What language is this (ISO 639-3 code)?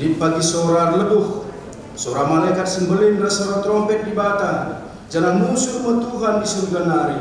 btx